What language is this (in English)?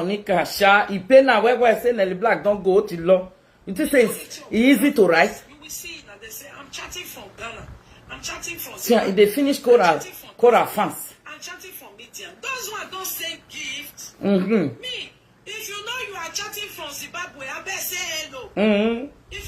Nigerian Pidgin